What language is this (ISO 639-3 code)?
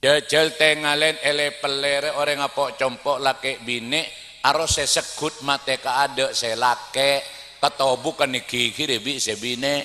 mad